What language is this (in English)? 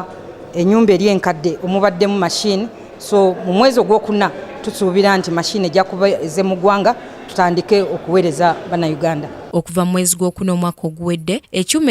Ganda